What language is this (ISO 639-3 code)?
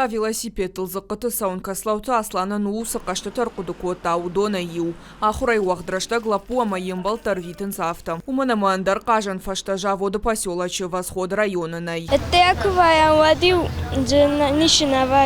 oss